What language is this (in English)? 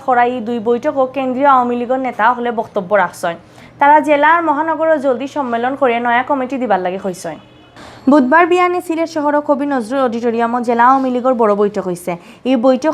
Sylheti